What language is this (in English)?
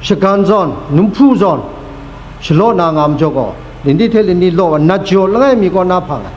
Kachin